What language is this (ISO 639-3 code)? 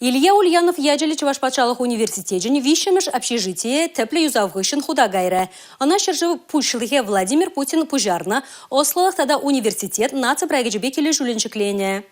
chv